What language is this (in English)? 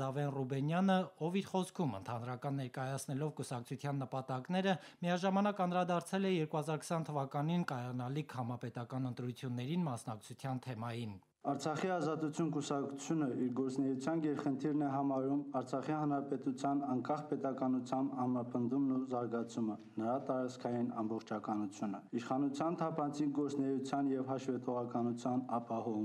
Armenian